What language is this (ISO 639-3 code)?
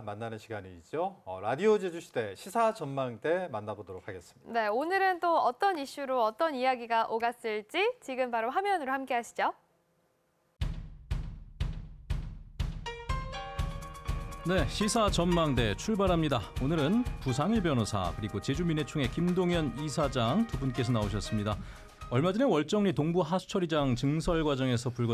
kor